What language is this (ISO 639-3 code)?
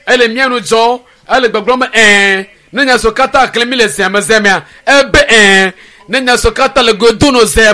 ewe